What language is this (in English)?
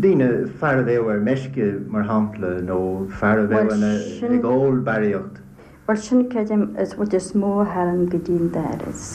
Irish